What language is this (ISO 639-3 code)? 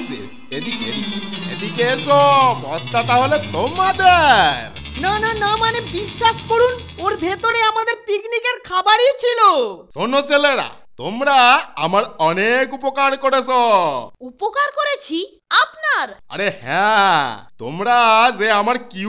ben